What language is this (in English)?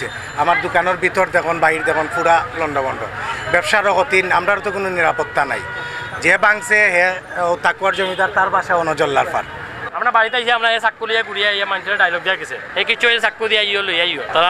Sylheti